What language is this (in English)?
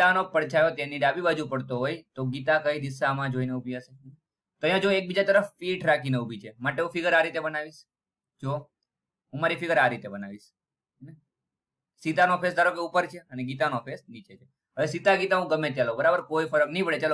Gujarati